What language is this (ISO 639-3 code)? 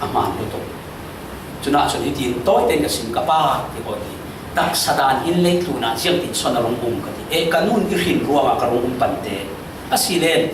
cfm